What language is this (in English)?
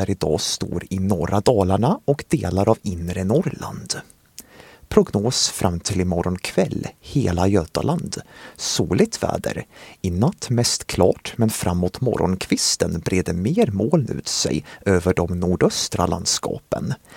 Swedish